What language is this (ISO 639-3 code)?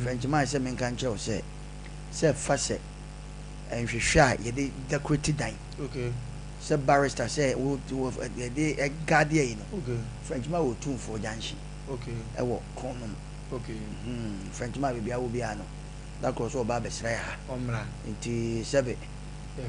aka